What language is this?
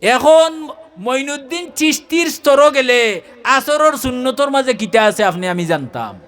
Sylheti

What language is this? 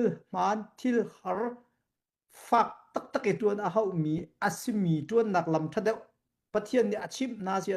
Hakha Chin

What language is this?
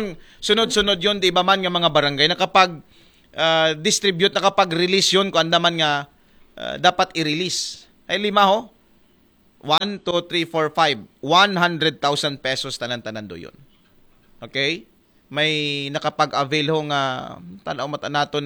Aklanon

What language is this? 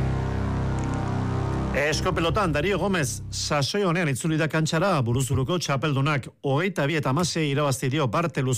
Basque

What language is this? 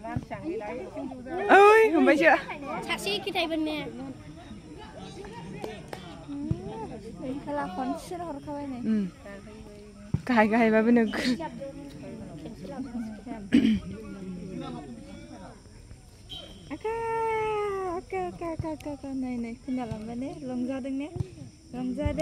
Malay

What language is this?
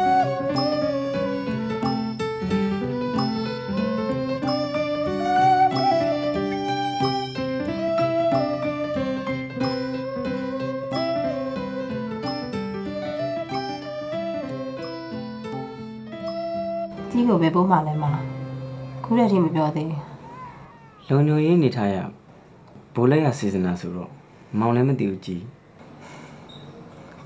Burmese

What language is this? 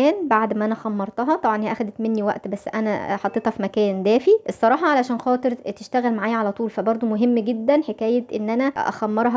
Egyptian Arabic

